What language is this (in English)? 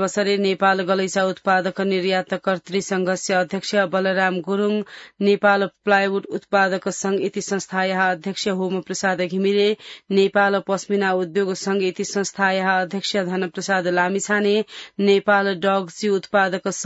Sanskrit